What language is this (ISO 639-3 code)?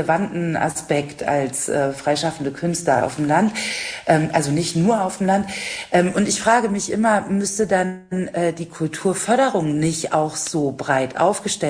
deu